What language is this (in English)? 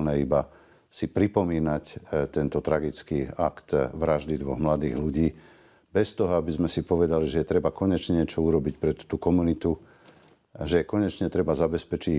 Slovak